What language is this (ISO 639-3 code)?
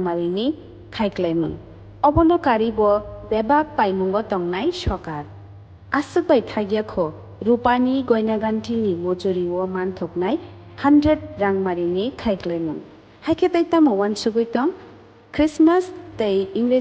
trp